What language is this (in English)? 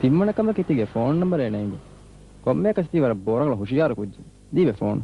Divehi